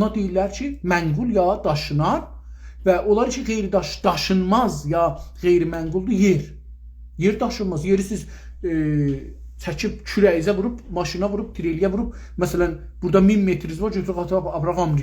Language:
South Azerbaijani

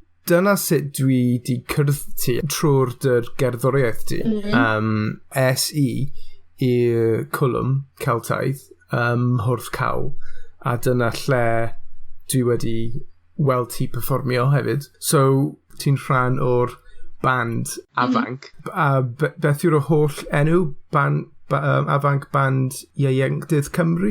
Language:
Welsh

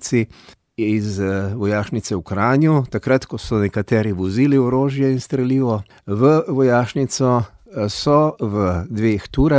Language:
Slovenian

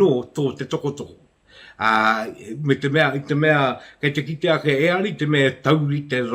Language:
Māori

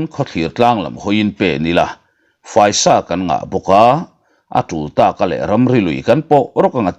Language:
Mizo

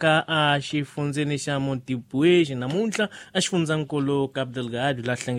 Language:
Tsonga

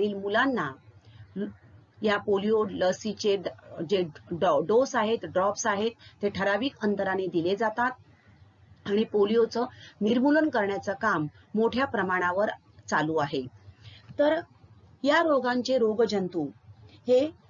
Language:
Marathi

